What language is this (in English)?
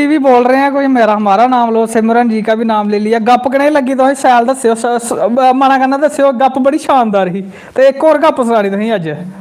Dogri